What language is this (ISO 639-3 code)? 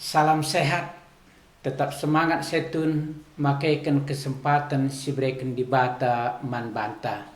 btx